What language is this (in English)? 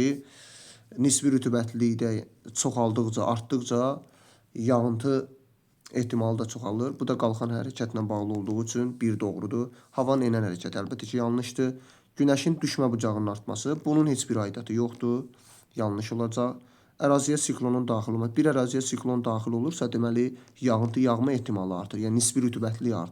Azerbaijani